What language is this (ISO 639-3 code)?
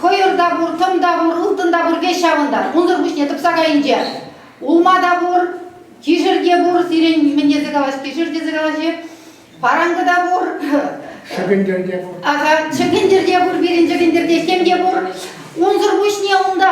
chv